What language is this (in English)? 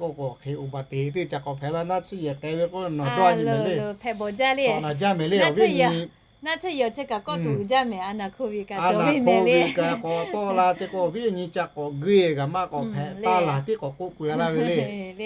Lahu